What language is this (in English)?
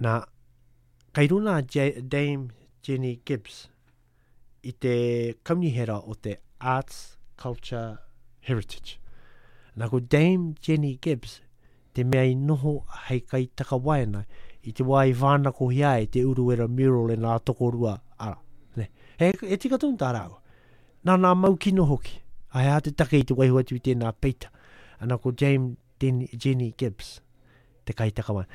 Māori